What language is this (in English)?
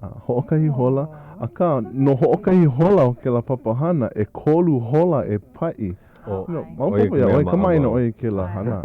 Hawaiian